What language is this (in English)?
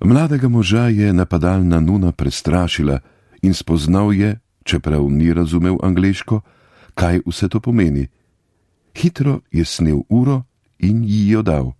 Slovenian